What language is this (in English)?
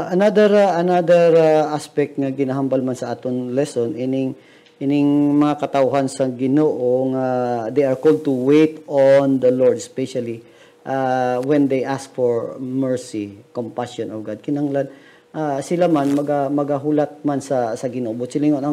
Hiligaynon